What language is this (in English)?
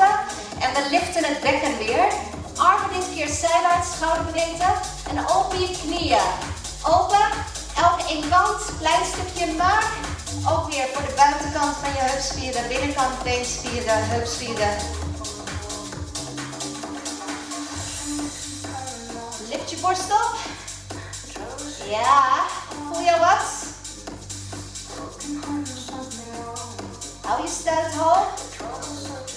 Dutch